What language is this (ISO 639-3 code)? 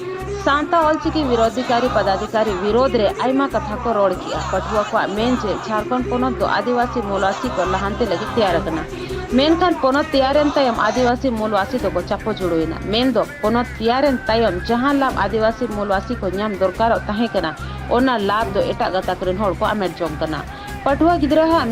sat